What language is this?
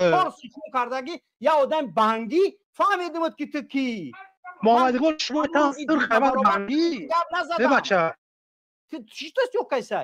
Tajik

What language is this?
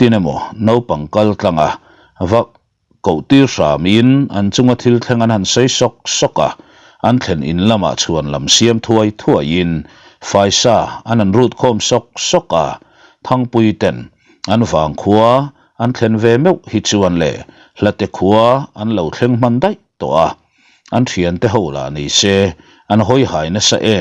Mizo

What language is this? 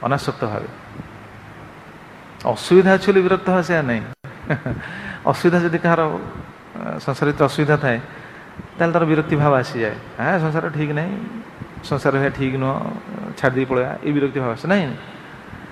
Odia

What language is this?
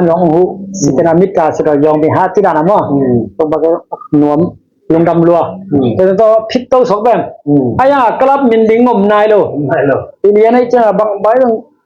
Tedim Chin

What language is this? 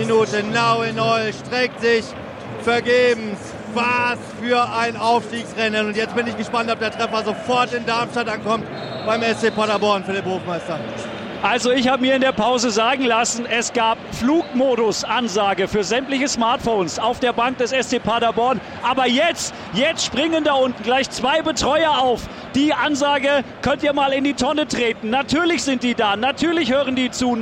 German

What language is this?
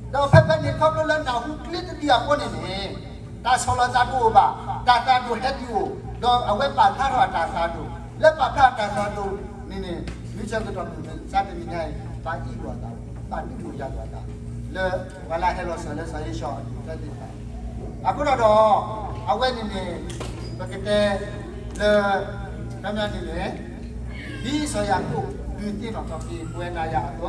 S'gaw Karen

